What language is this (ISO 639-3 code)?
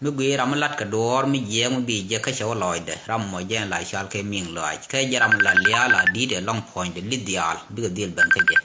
nus